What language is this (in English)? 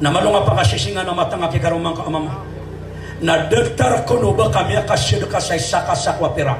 Maranao